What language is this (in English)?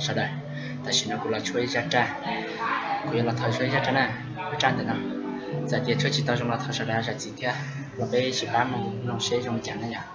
Hmong